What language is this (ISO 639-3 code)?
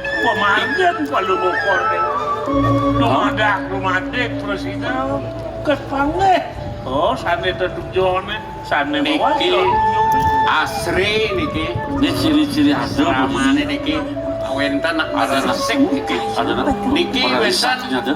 ban